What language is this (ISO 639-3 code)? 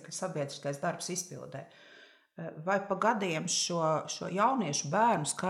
lav